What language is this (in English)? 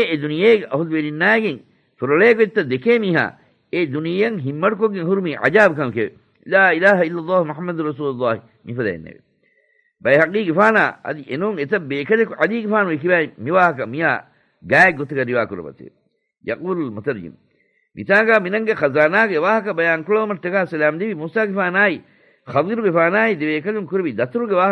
Divehi